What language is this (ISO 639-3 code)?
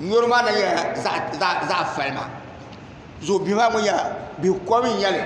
dag